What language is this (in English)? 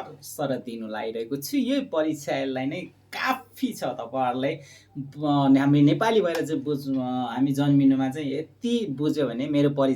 Nepali